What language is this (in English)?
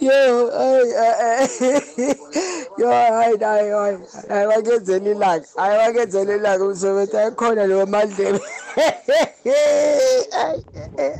South Ndebele